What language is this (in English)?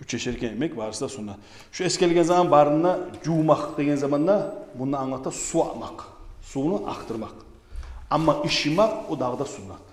Kumyk